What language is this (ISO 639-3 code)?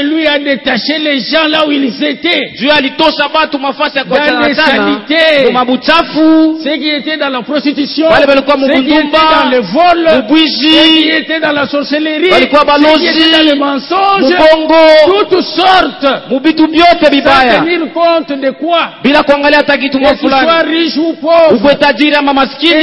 swa